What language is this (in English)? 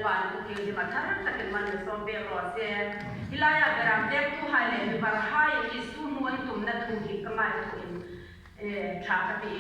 Hmar